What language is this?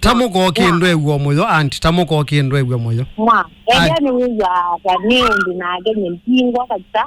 Kamba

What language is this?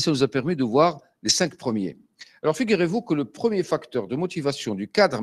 French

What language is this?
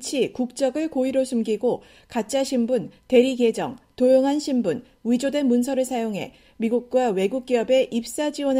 Korean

